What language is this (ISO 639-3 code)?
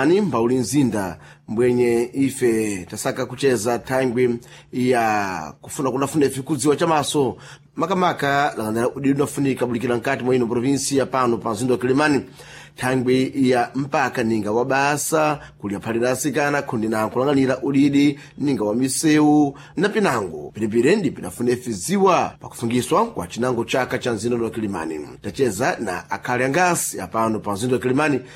seh